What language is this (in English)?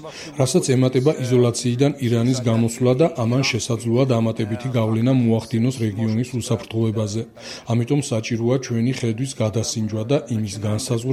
Georgian